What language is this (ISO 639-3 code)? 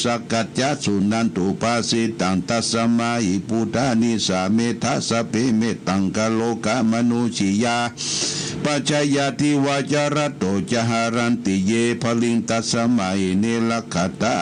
pli